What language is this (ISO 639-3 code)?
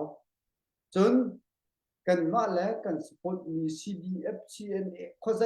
cnh